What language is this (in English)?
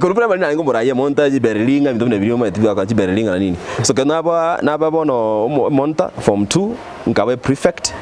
Gusii